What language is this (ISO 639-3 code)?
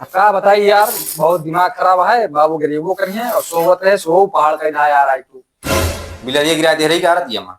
awa